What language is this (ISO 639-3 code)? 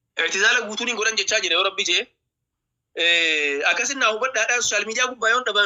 orm